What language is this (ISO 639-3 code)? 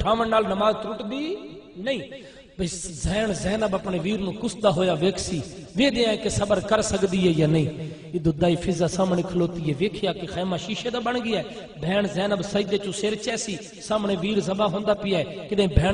skr